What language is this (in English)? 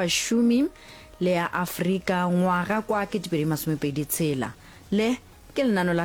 Northern Sotho